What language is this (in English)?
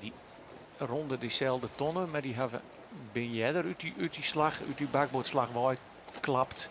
Western Frisian